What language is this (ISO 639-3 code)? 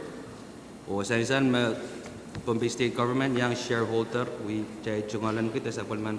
pon